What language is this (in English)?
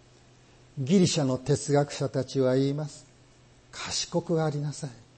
Japanese